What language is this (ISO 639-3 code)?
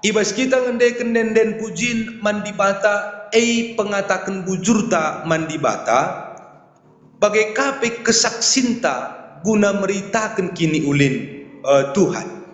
btx